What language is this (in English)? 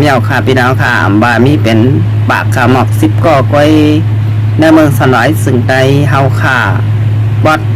Shan